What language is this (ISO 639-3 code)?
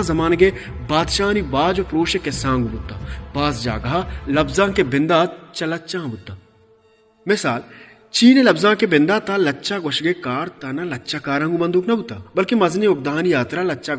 bal